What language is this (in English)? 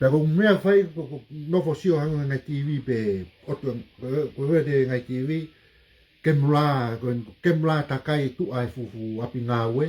Tongan